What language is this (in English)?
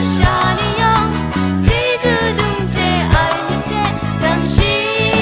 Kachin